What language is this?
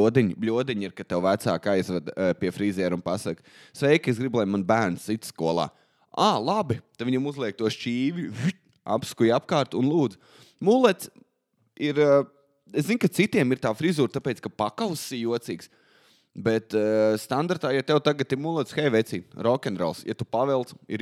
Latvian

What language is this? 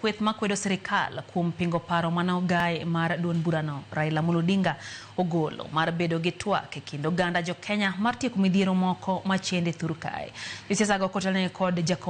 Luo (Kenya and Tanzania)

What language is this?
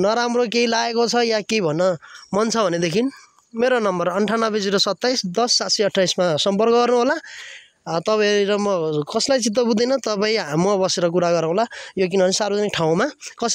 Nepali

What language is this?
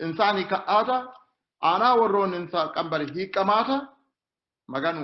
Sidamo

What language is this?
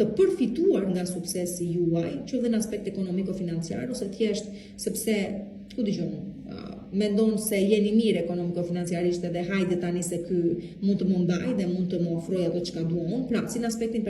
Albanian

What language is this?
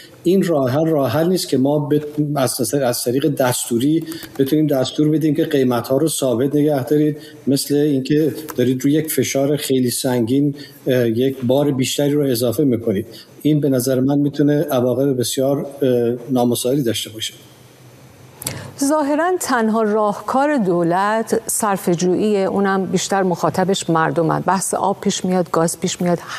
Persian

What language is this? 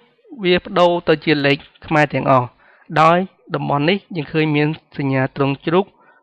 Khmer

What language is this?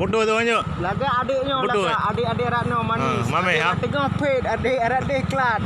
Achinese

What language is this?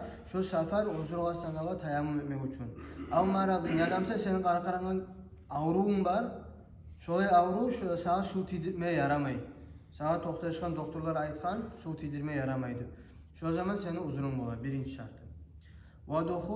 Kumyk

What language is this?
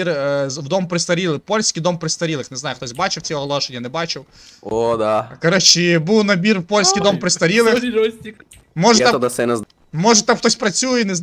Ukrainian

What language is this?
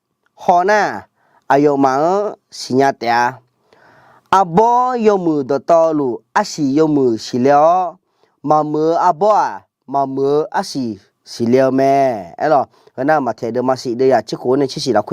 Akha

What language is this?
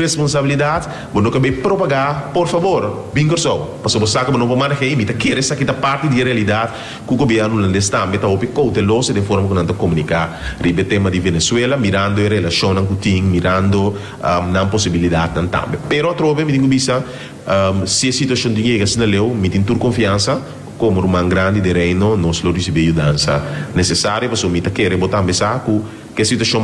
Papiamento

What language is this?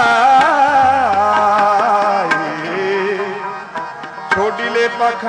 Punjabi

